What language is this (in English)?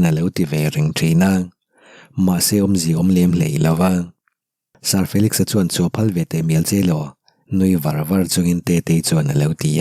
Mizo